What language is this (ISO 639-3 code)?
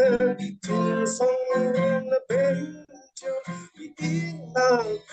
cfm